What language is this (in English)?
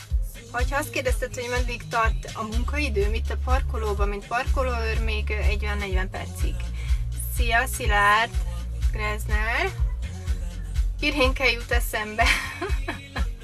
Hungarian